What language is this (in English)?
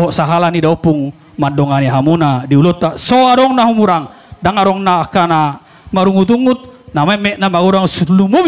Batak Toba